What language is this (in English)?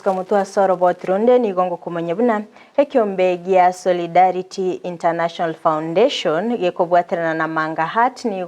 Gusii